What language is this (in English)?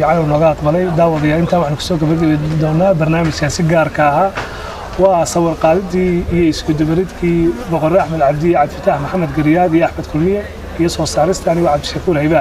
Somali